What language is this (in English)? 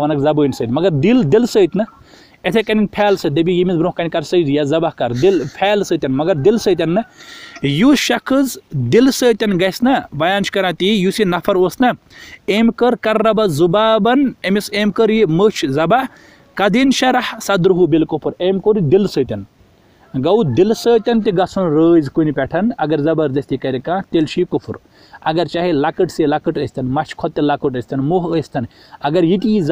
Kashmiri